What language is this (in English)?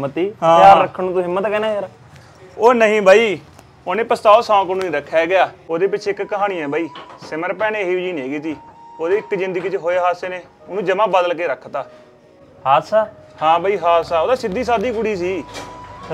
Punjabi